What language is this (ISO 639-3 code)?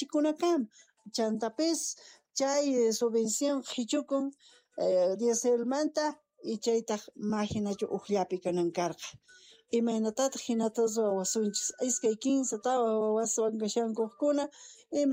quh